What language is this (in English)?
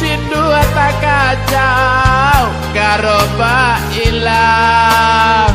Minangkabau